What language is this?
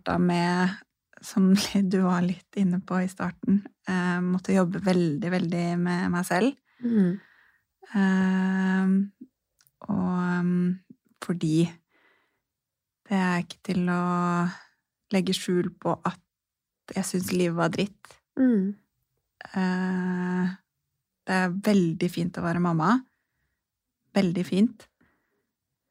Norwegian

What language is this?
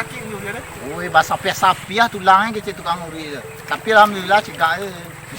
Minangkabau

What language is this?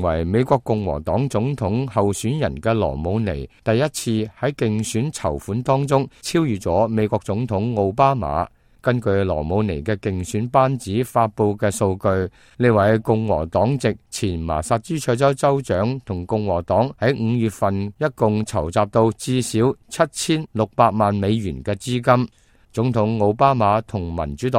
Cantonese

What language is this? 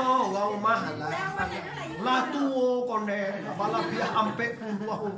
Minangkabau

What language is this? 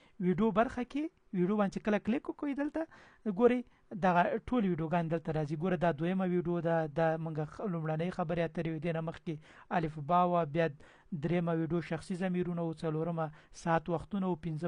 Pashto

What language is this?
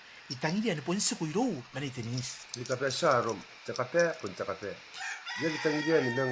Gilbertese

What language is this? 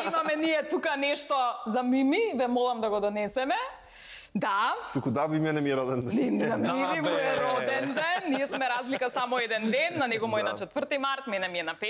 Macedonian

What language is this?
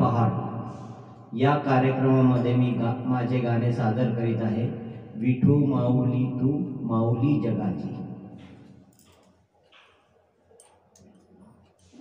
Marathi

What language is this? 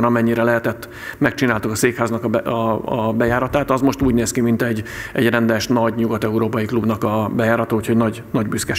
Hungarian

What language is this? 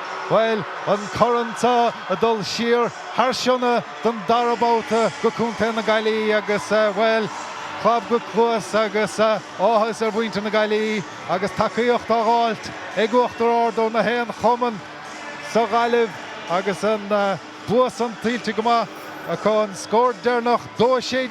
Irish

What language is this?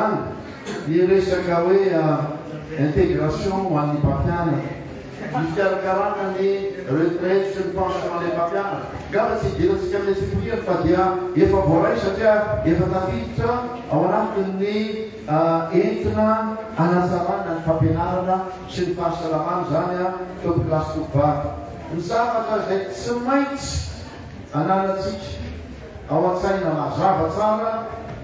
Malagasy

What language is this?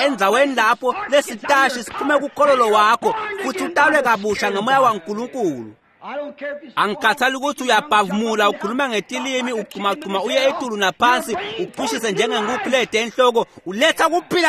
Swati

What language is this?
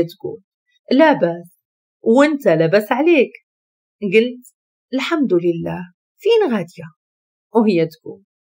Moroccan Arabic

